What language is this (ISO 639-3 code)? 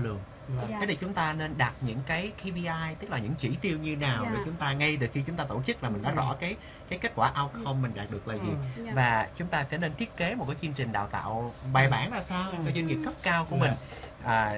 vie